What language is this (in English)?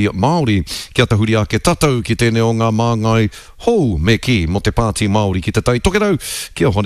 Māori